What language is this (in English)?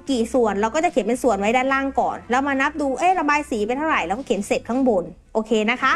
Thai